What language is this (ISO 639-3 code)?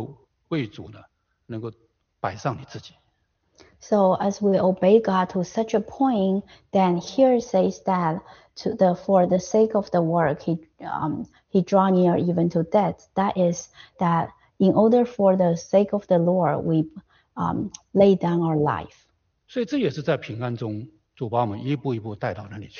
zho